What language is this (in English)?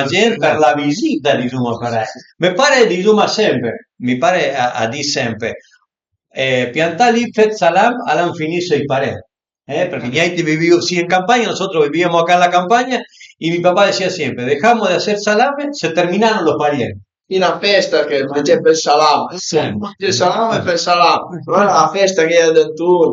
Piedmontese